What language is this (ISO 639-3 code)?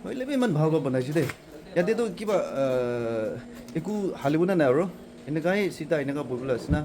nag